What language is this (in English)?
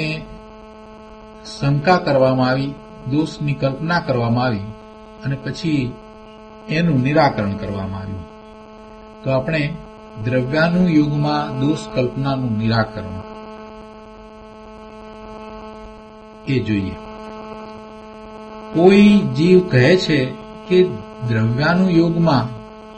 Gujarati